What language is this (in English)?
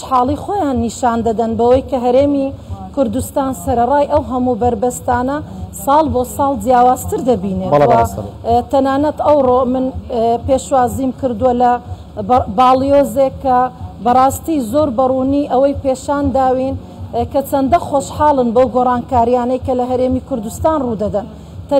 Central Kurdish